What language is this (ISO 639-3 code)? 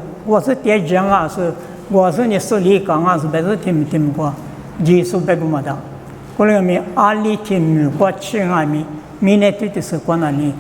lis